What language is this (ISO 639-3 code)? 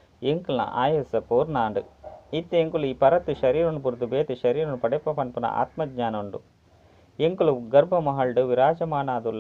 tcy